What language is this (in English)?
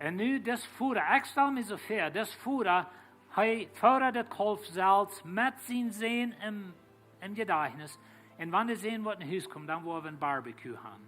Plautdietsch